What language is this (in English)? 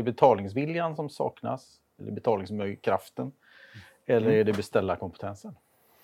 Swedish